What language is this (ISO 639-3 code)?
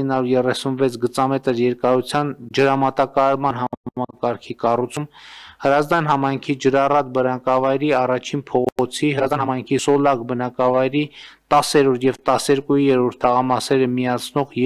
hye